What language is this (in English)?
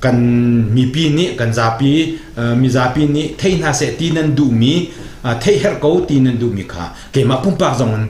Hakha Chin